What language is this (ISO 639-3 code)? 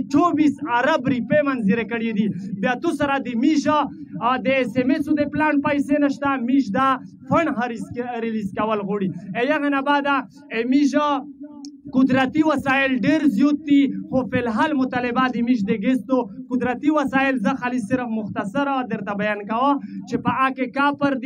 pus